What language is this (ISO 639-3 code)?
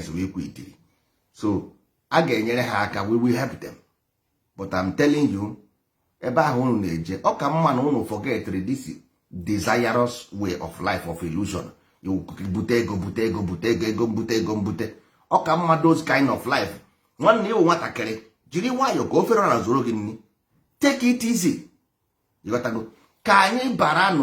ibo